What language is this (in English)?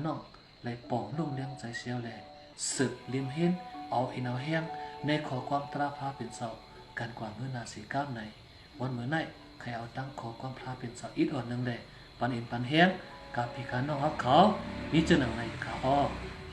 Shan